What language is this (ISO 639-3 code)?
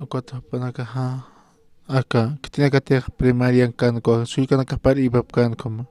aym